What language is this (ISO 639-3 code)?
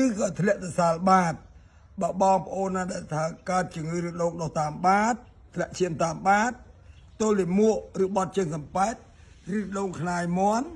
khm